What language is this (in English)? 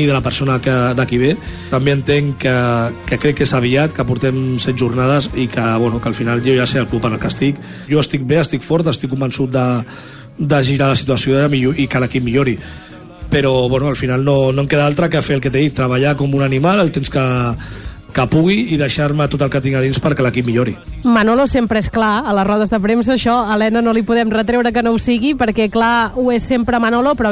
Catalan